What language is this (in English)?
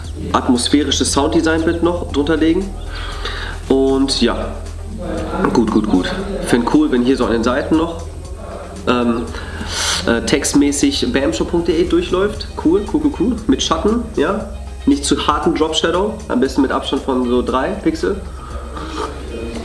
German